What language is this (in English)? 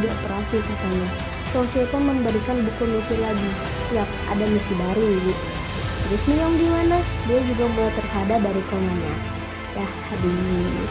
Indonesian